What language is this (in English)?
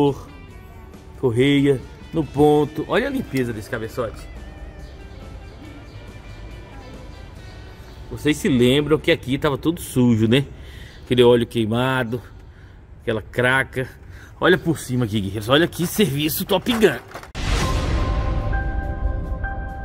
Portuguese